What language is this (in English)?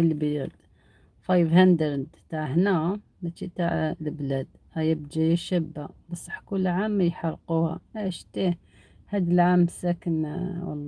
Algerian Arabic